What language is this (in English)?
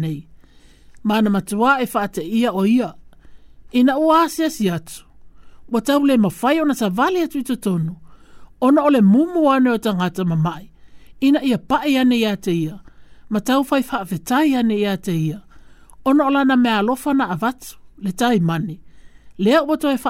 Samoan